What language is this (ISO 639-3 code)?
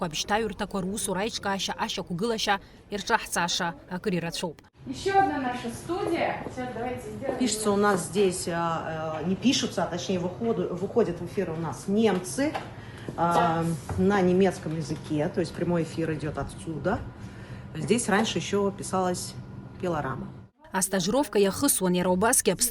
abk